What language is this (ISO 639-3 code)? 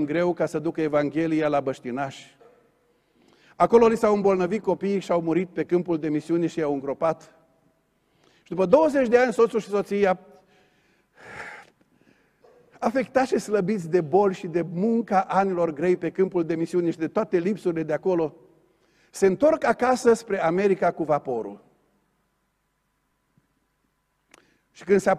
ron